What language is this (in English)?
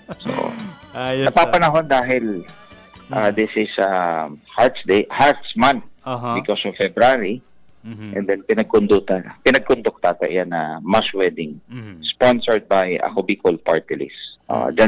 Bikol